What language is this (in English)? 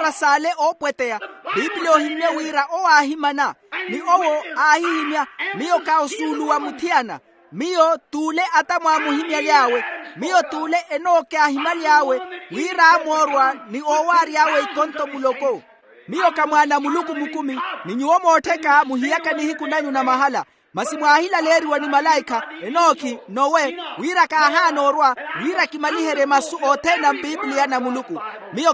Makhuwa